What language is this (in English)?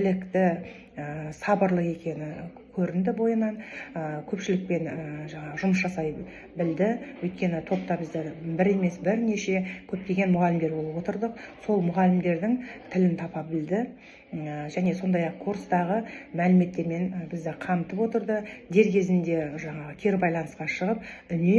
Kazakh